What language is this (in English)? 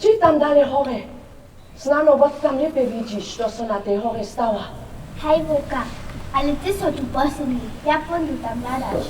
Upper Sorbian